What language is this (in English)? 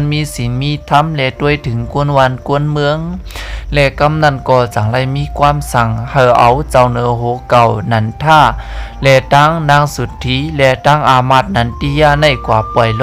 Shan